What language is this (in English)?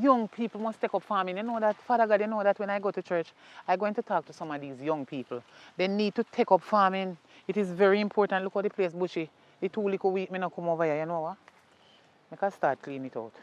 Jamaican Creole English